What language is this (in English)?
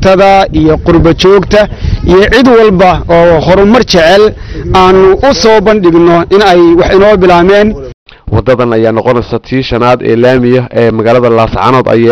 Somali